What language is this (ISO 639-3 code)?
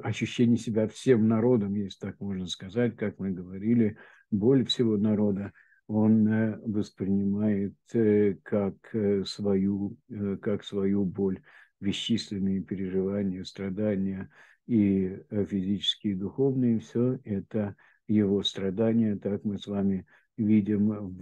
rus